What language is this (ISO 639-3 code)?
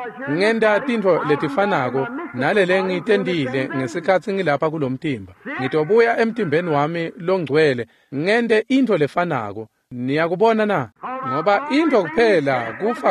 ssw